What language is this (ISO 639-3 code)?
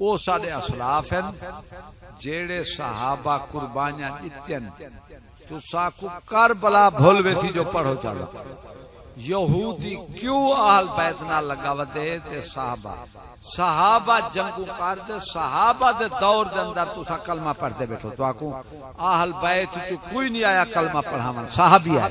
skr